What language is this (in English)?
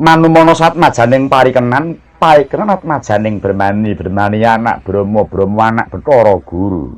Javanese